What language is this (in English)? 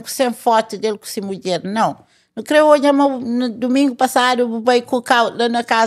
Kabuverdianu